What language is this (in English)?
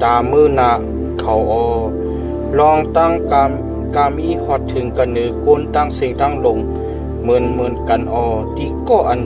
Shan